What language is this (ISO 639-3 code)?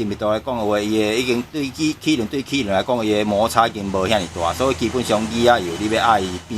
nan